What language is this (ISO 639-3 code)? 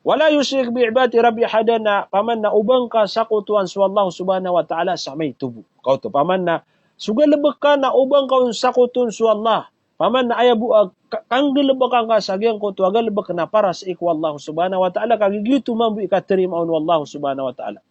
mrw